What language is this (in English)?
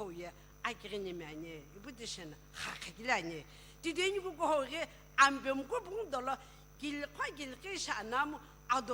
Sumi Naga